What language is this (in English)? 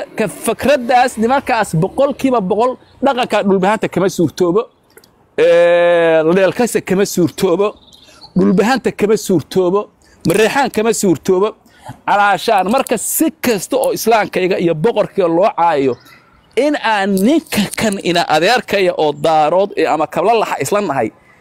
Somali